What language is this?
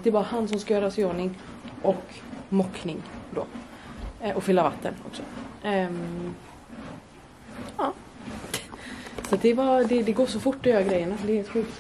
Swedish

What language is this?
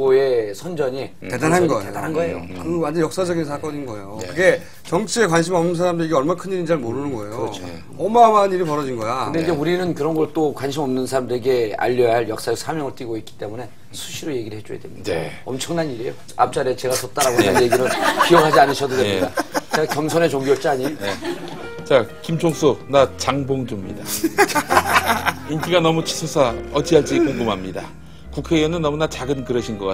Korean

